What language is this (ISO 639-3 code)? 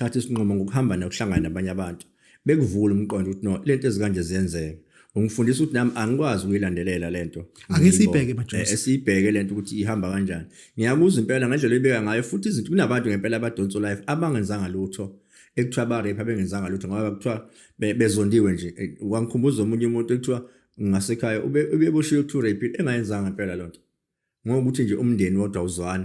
zul